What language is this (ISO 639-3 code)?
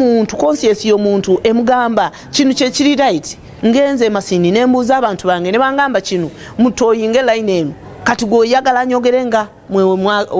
lug